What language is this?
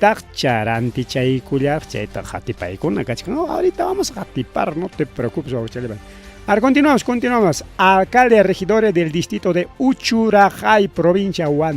Ayacucho Quechua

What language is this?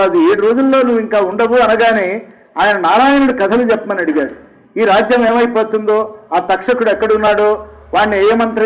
Telugu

